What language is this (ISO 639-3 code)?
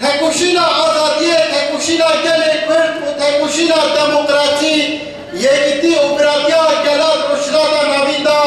kur